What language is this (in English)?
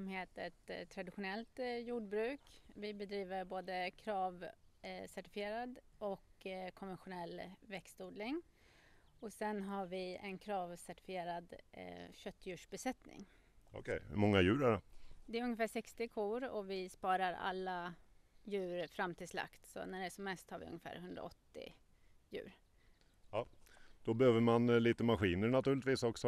Swedish